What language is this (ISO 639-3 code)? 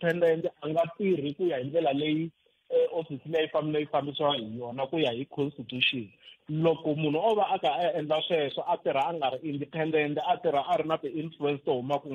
tso